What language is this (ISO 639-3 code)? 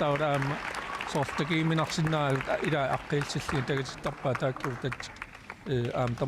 kal